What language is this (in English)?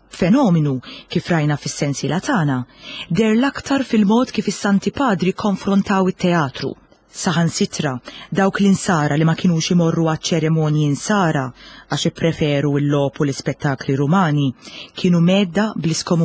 Maltese